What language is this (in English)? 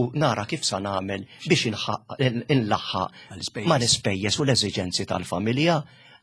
Maltese